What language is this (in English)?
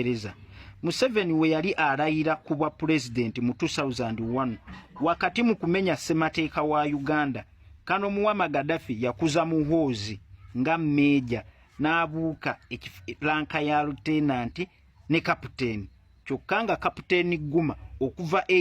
Ganda